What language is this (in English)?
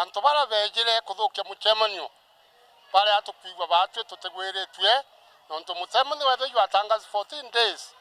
Meru